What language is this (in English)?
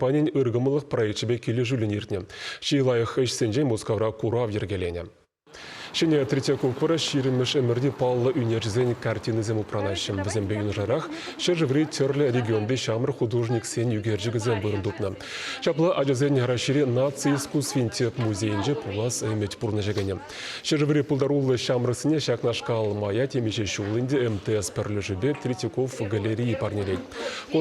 Chuvash